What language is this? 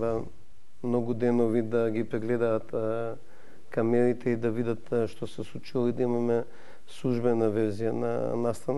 Macedonian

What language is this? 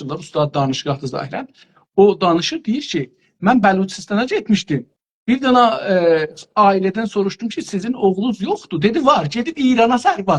South Azerbaijani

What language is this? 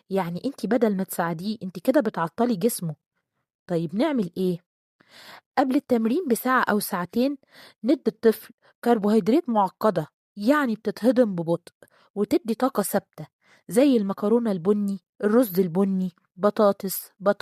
Egyptian Arabic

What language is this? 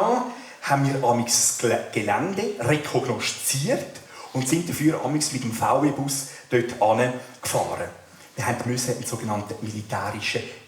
Swiss German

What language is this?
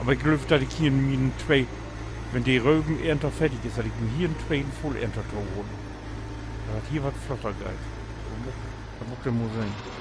Low German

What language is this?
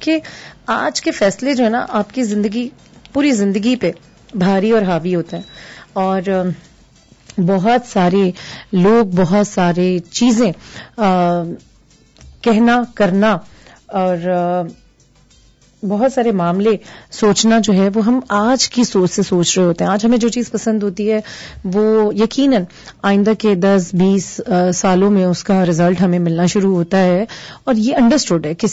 Urdu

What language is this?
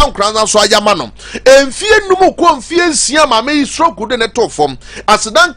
Akan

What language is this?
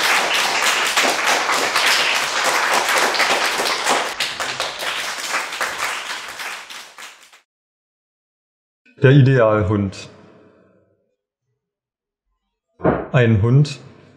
German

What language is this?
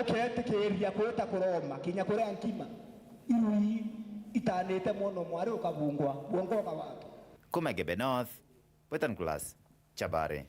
Meru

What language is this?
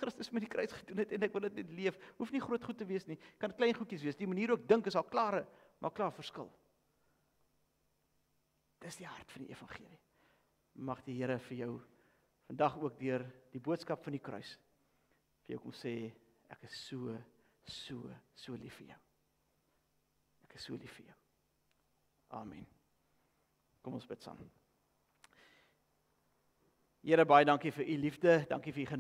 Afrikaans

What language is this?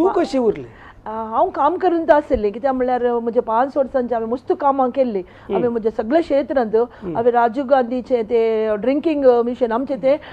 Konkani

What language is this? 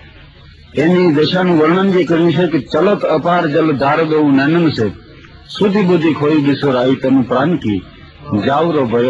Gujarati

